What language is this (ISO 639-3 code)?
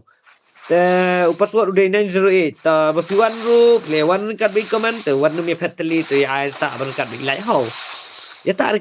kha